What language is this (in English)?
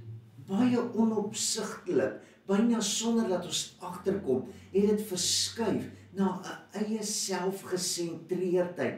Afrikaans